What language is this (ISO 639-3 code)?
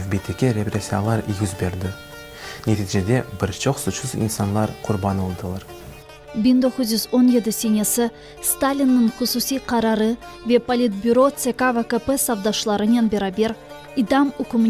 crh